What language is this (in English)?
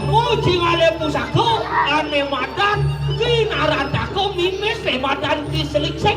Balinese